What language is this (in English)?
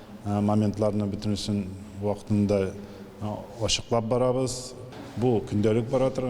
Tatar